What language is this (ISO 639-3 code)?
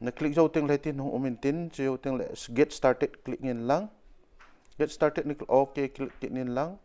tcz